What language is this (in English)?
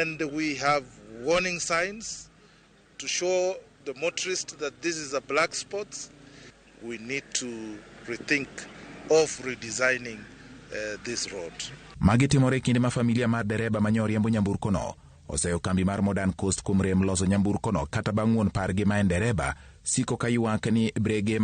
Luo (Kenya and Tanzania)